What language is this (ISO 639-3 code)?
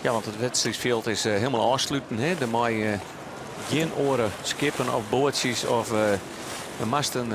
fry